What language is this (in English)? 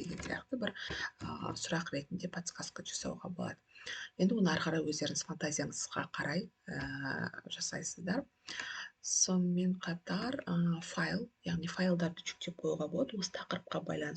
Kazakh